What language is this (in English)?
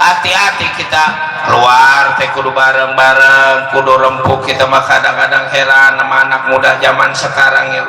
Betawi